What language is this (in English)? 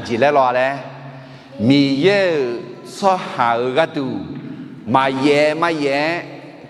Akha